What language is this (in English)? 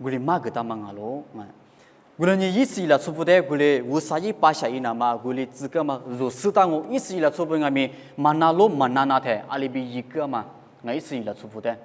Lisu